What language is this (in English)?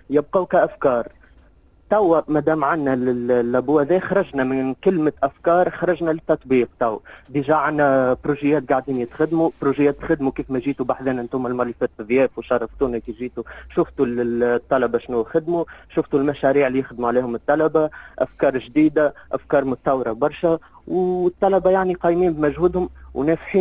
Tunisian Arabic